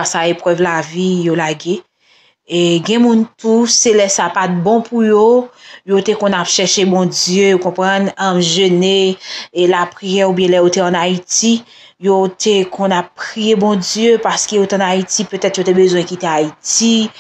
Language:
Haitian Creole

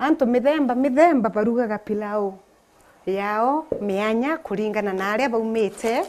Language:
Meru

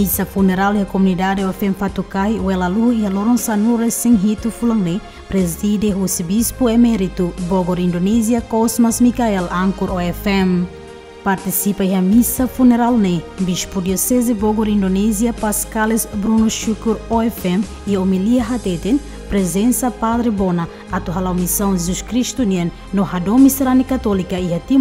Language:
Tetum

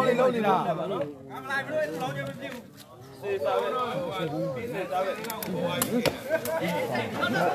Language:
Burmese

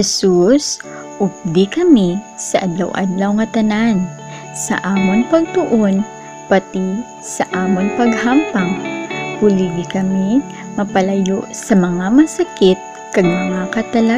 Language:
Hiligaynon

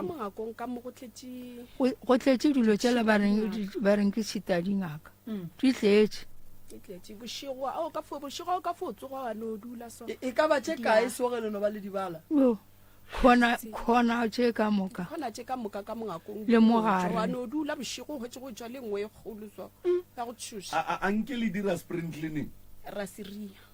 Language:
Northern Sotho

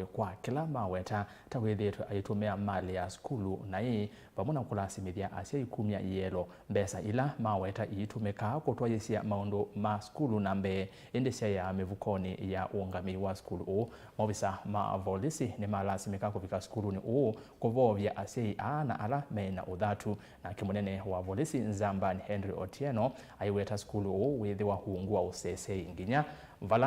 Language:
Kamba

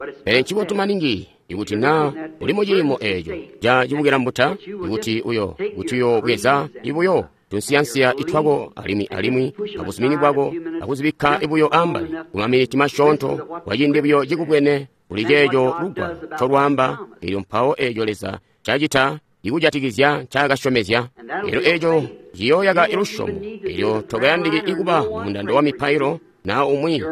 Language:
Tonga (Zambia)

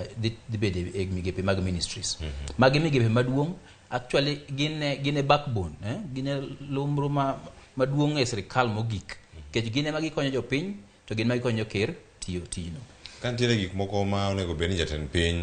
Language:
Luo (Kenya and Tanzania)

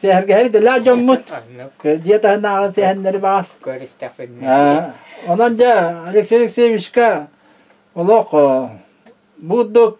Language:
Yakut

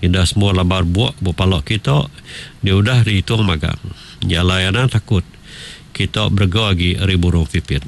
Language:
Iban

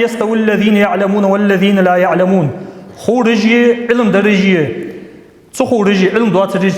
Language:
Ingush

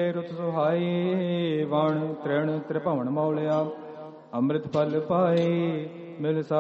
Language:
Punjabi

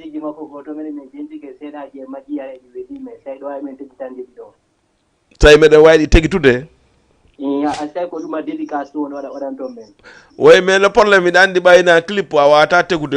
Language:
Fula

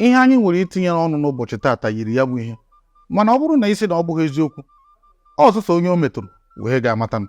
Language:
Igbo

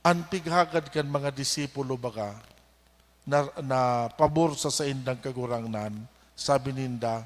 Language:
Bikol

